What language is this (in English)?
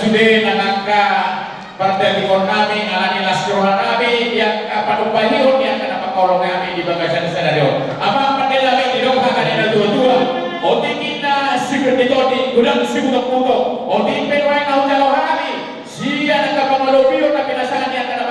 Batak Toba